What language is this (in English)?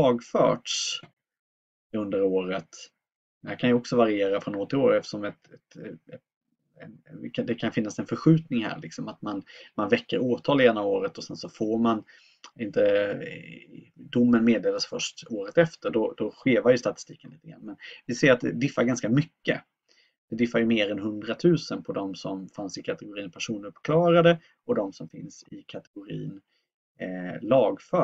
Swedish